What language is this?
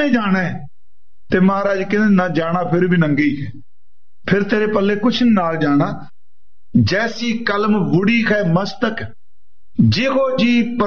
Punjabi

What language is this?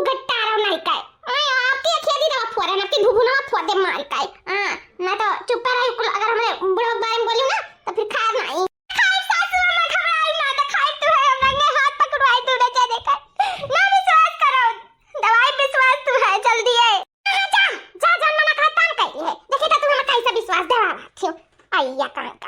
Awadhi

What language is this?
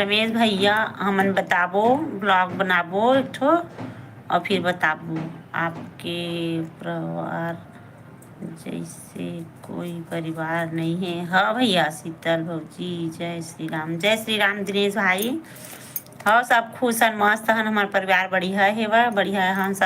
Chhattisgarhi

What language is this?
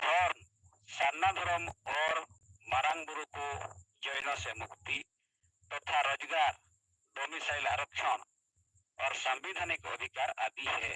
Santali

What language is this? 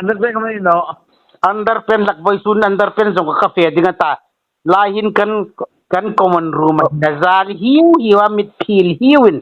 Hmar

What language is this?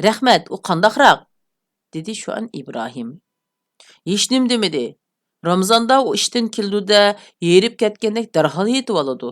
Uyghur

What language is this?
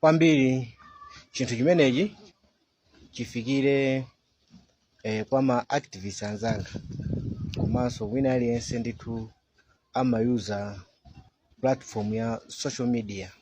Nyanja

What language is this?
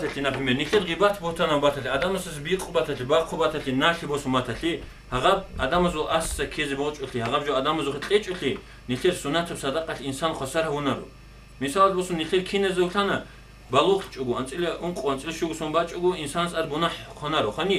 Avaric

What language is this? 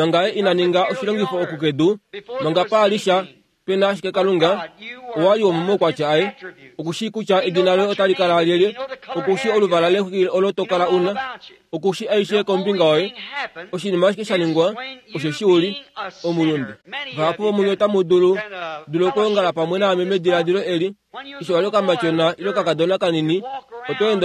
Kuanyama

